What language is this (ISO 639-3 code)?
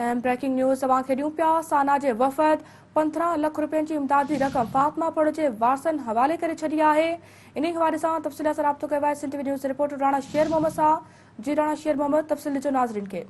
snd